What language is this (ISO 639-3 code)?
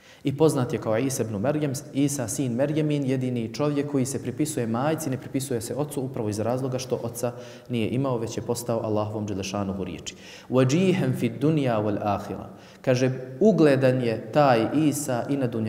bos